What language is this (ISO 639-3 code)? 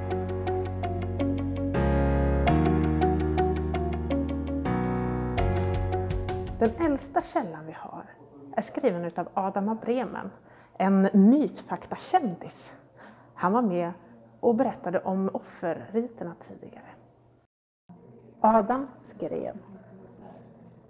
swe